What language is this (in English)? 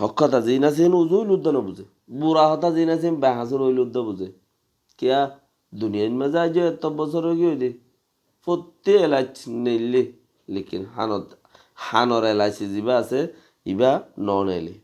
Rohingya